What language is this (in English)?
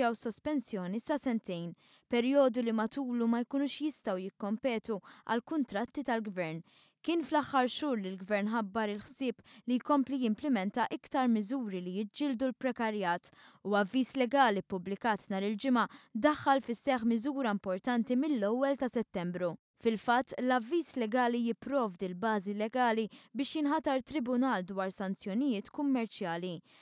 Maltese